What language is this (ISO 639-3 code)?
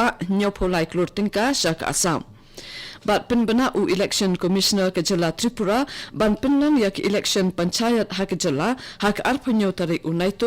kha